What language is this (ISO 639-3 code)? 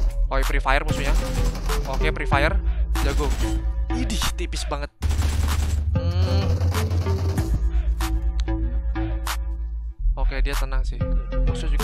ind